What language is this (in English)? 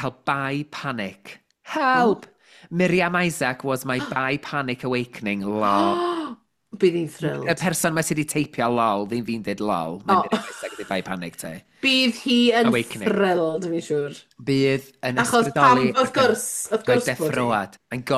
Welsh